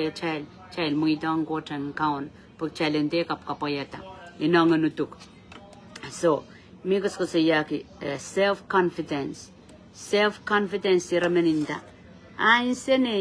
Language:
Pohnpeian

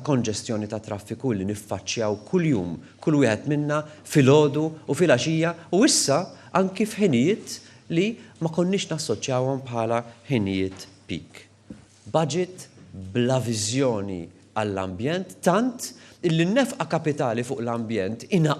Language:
Maltese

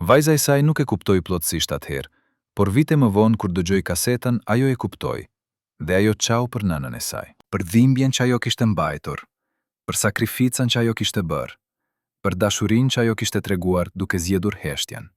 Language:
Albanian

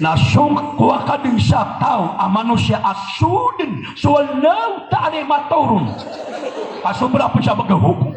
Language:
Maranao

